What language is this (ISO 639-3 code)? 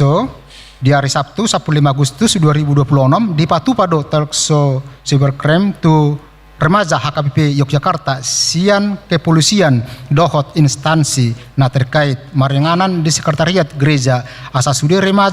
bbc